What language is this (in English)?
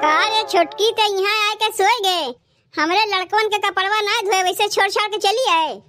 Awadhi